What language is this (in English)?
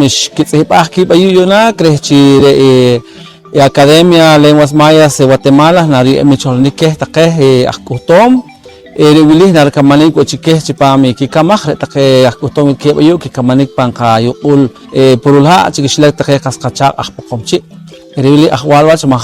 Poqomchi'